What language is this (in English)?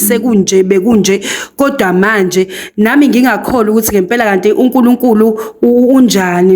Zulu